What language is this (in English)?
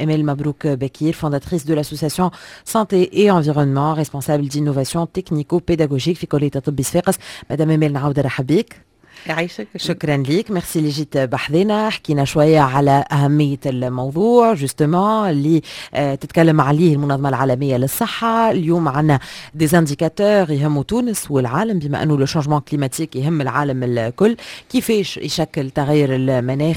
Tunisian Arabic